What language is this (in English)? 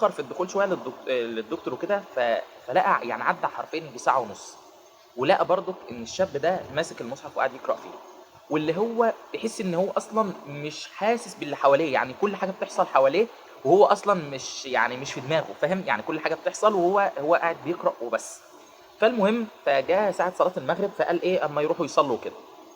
Egyptian Arabic